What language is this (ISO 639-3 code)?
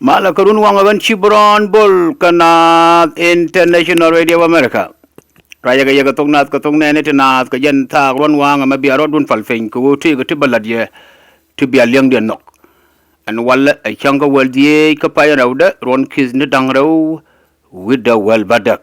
nus